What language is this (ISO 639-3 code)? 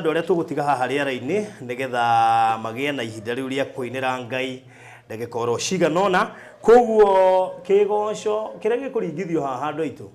kik